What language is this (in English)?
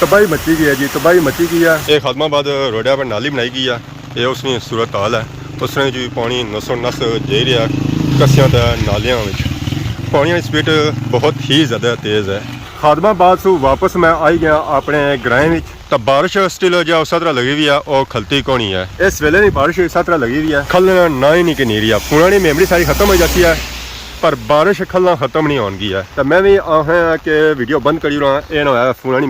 Pahari-Potwari